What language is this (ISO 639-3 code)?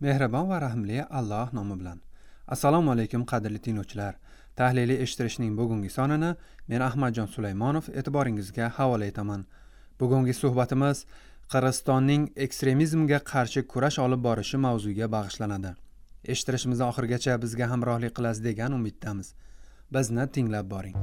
uzb